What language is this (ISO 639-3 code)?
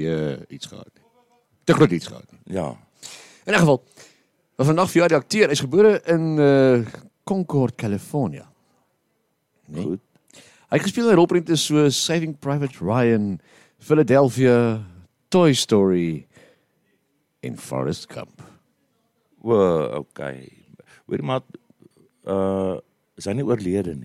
afr